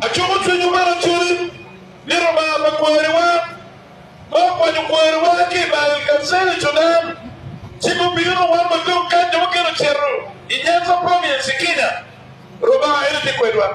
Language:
Acoli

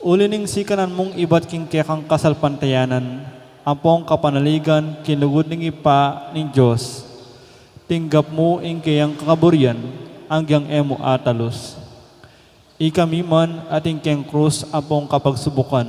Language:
Pampanga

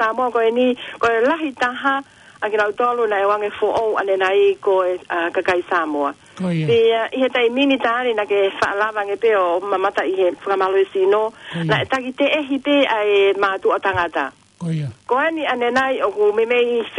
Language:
Tongan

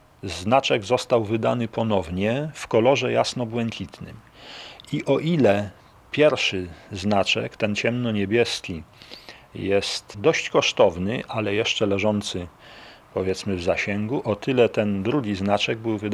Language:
Polish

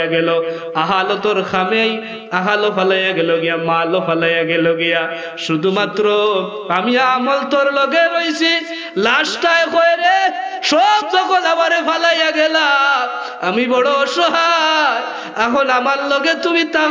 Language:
Sylheti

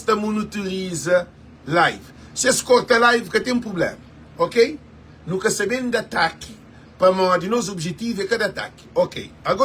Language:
Kabuverdianu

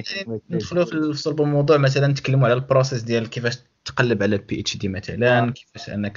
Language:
Moroccan Arabic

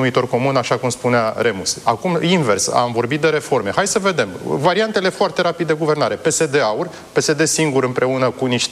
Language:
Romanian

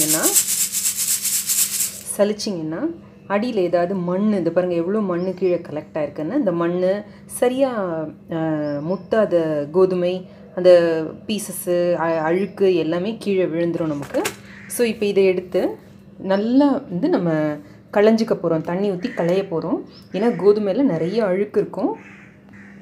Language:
Tamil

